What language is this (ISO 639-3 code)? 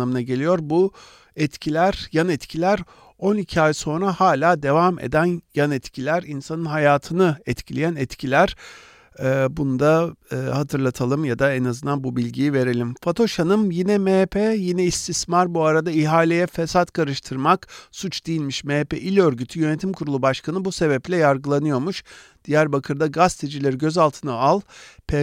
tur